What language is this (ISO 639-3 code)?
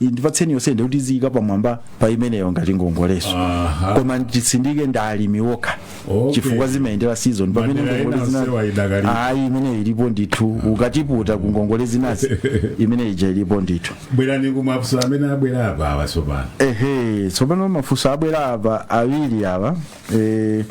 nya